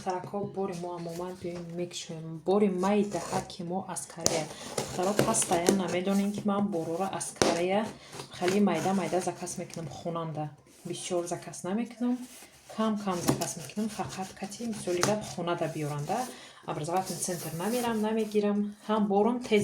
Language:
Tajik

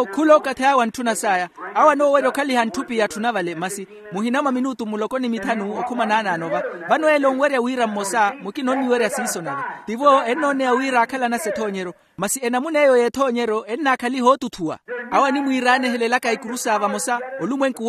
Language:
Makhuwa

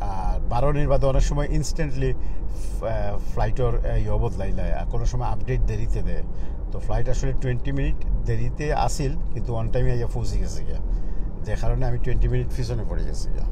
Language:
Sylheti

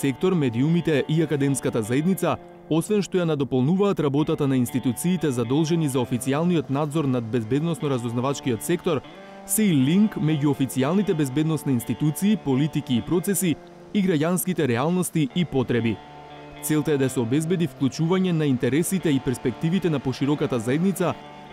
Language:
Macedonian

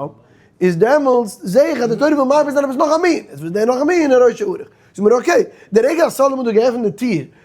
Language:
Yiddish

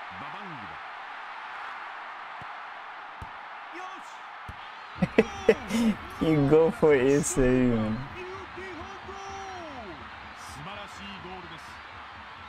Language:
Portuguese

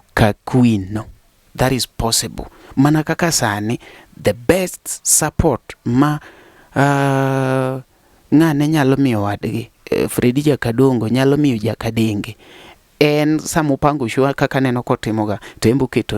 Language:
Luo (Kenya and Tanzania)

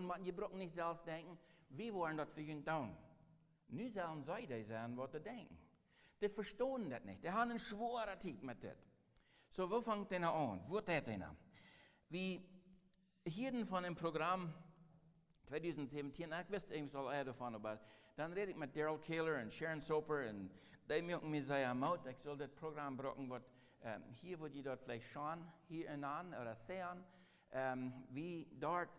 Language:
Plautdietsch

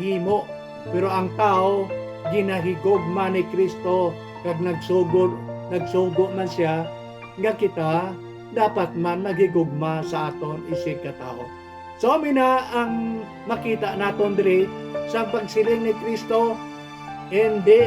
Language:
Hiligaynon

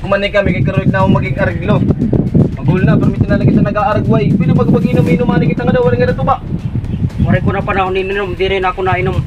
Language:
Waray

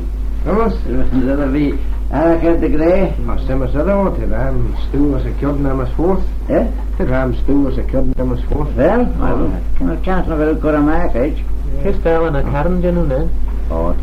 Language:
Manx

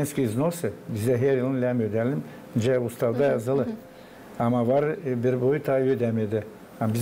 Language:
Gagauz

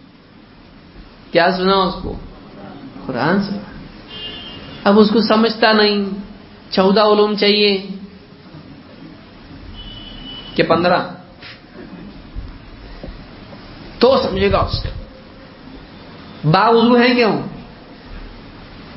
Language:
Urdu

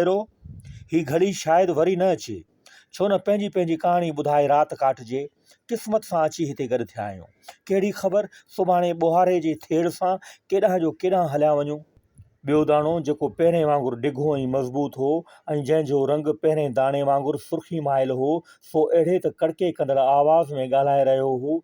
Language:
Sindhi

